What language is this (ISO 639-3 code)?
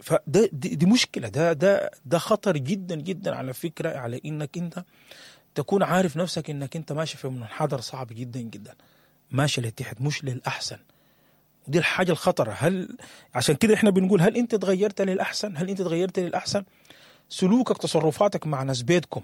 apd